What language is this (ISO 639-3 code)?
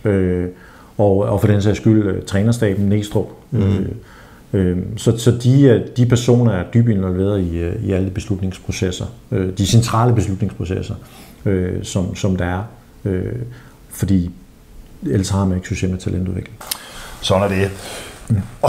dan